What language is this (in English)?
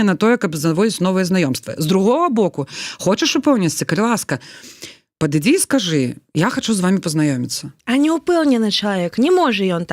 Belarusian